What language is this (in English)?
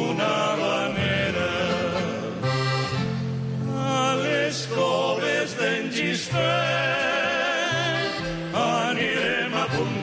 Catalan